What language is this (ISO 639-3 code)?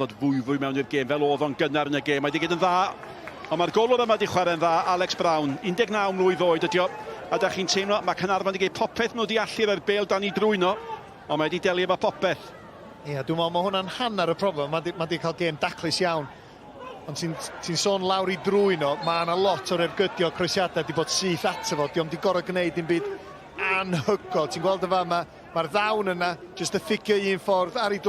cym